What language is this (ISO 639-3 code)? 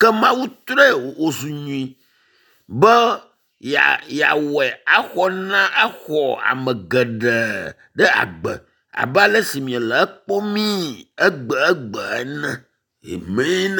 ewe